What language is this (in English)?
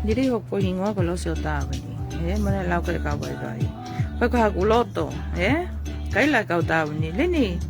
Tongan